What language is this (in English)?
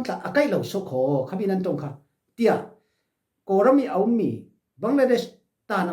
Falam Chin